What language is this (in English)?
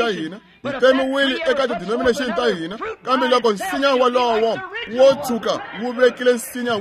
Tsonga